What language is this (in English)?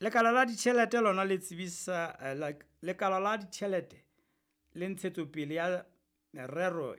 Southern Sotho